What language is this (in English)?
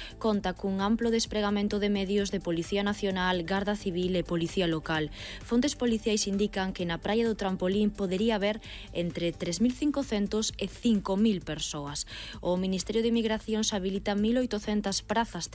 Galician